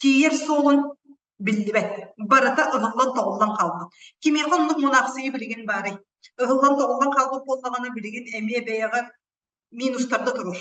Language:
Yakut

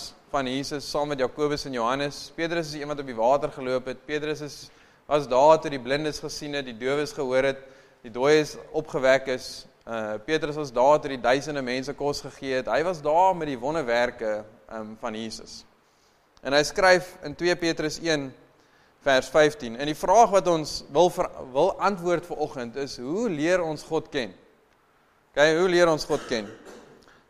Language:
Afrikaans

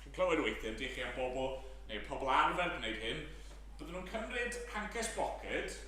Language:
Welsh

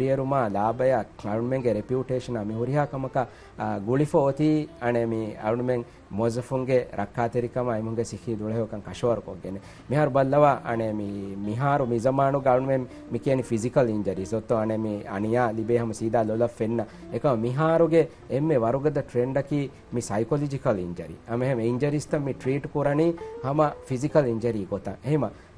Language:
Divehi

